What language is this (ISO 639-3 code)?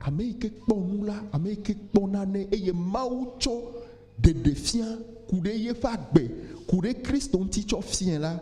ewe